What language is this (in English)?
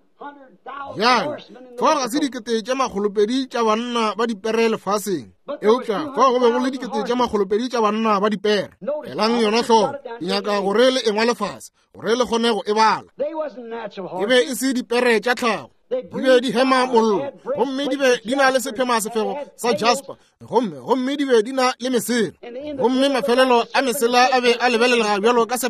Northern Sotho